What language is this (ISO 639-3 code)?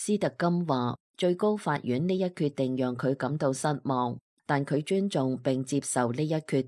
yue